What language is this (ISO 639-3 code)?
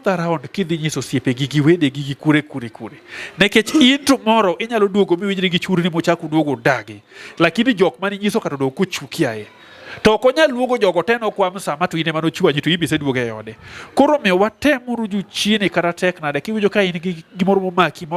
luo